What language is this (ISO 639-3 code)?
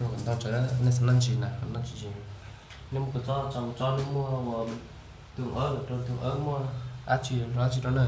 hmn